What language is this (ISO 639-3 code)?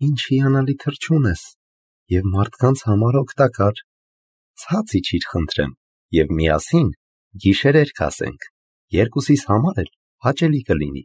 hye